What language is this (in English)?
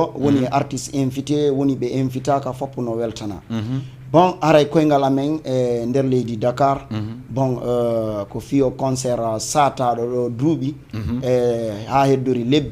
Fula